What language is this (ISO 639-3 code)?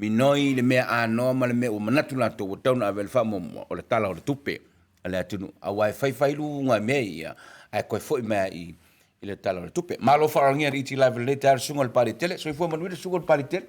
smo